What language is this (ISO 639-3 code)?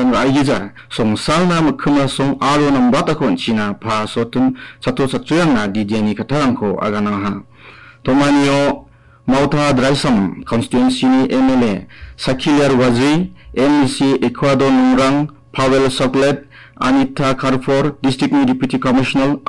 grt